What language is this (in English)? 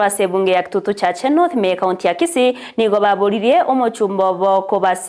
Gusii